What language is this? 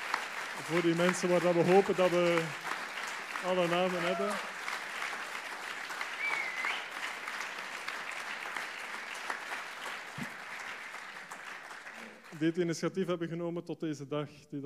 Dutch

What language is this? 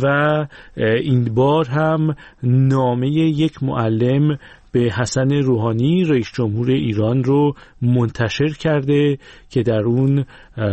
Persian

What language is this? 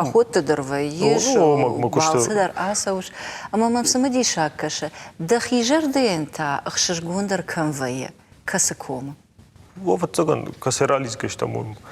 Ossetic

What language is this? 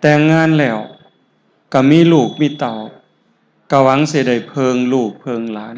Northeastern Thai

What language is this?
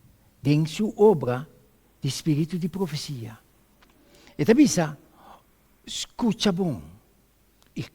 Papiamento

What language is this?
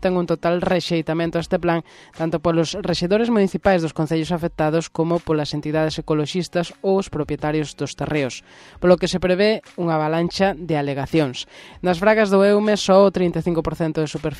Galician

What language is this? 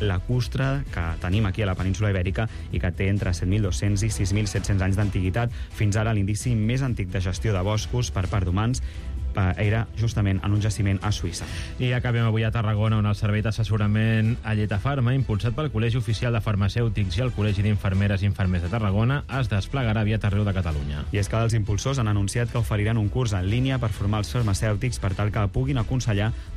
Catalan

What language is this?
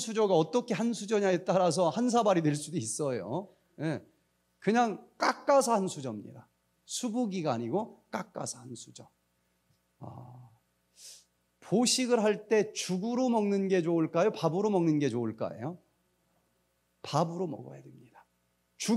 Korean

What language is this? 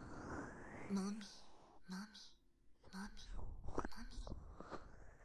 Japanese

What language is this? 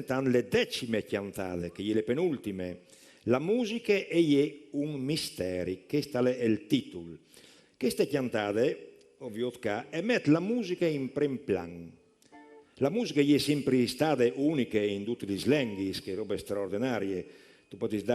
Friulian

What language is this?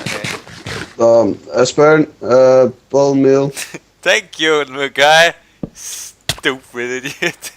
Faroese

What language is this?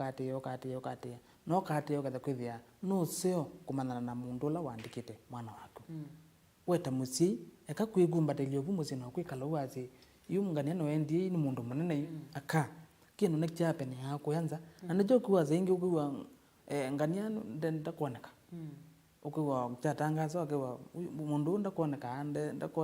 Kamba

